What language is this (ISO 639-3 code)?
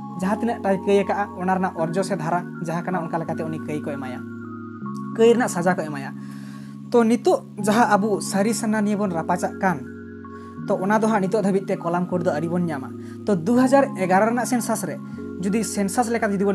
sat